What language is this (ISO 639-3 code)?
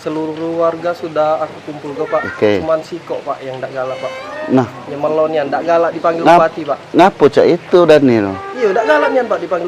mui